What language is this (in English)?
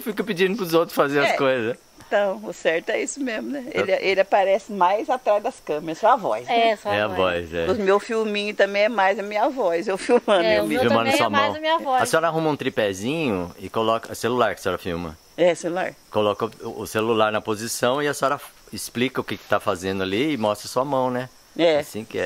Portuguese